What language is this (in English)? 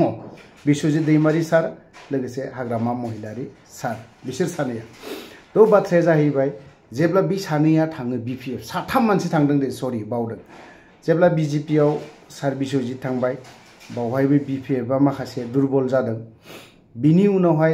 Bodo